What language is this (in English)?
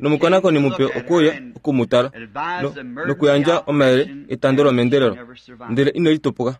Kuanyama